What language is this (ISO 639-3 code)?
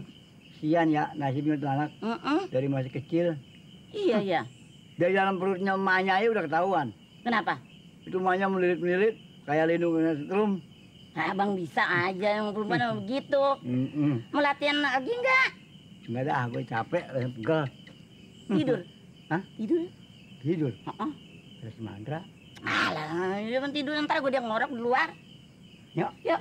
bew